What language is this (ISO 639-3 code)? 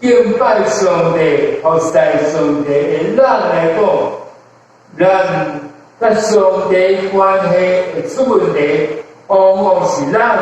nan